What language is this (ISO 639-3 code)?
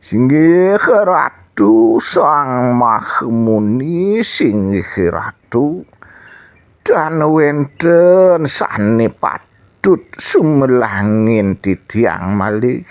ban